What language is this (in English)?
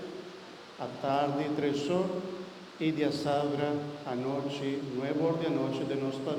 Papiamento